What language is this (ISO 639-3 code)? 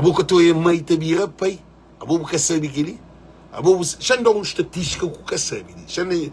kea